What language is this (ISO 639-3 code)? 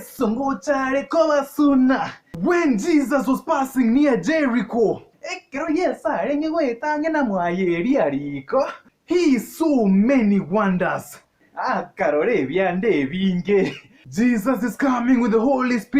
guz